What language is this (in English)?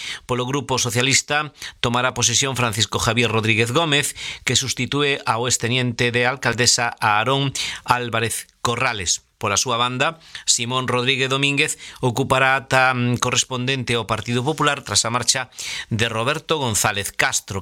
Galician